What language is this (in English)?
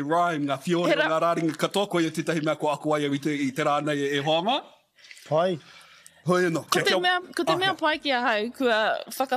Māori